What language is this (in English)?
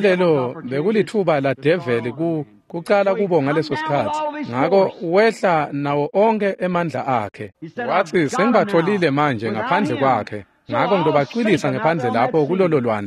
Swati